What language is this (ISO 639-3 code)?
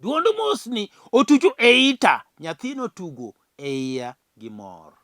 luo